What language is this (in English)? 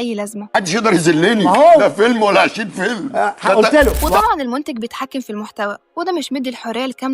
Egyptian Arabic